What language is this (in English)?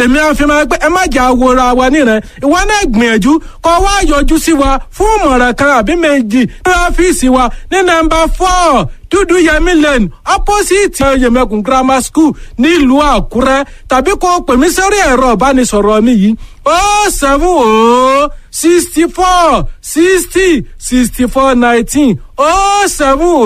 Yoruba